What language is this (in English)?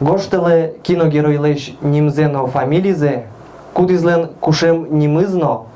Udmurt